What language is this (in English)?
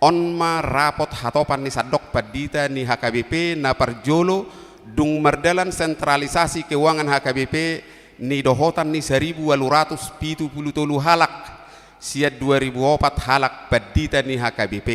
Batak Toba